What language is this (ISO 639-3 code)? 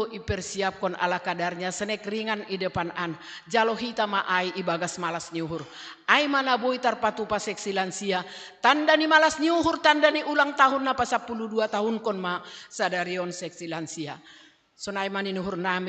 bts